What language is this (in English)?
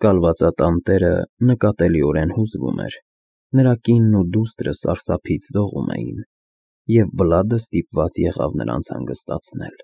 Armenian